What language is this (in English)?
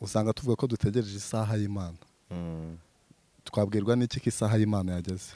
Kinyarwanda